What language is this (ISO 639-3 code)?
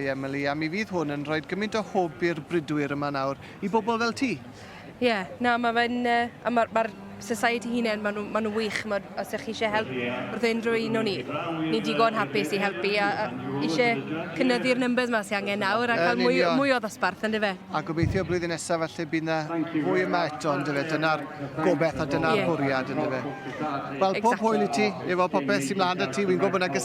cym